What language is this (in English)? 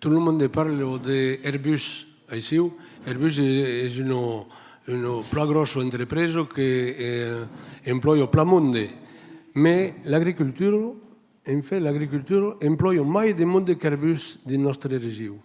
Occitan